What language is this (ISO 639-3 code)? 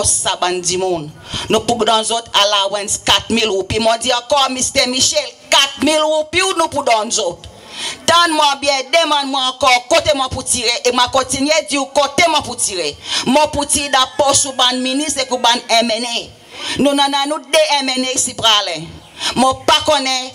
crs